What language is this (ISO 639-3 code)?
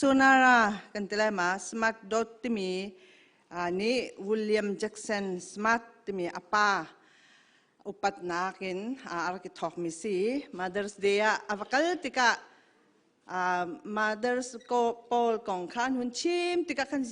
cnh